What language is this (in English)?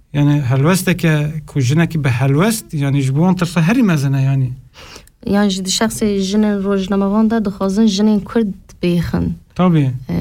Kurdish